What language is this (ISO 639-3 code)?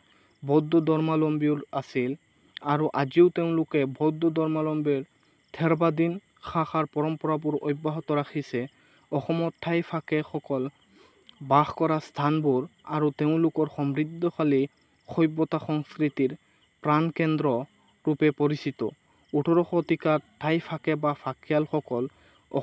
asm